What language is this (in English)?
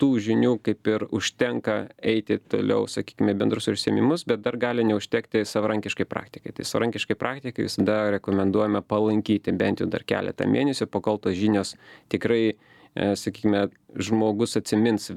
Lithuanian